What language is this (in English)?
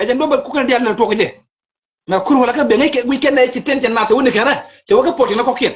Nuer